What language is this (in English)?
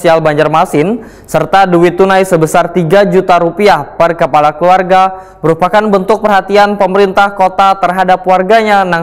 Banjar